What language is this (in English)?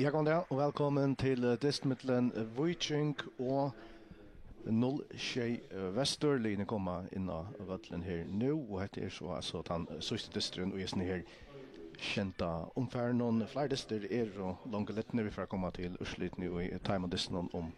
Faroese